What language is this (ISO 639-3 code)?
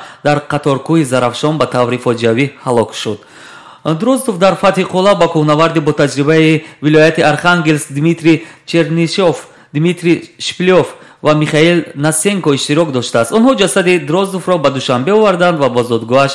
tgk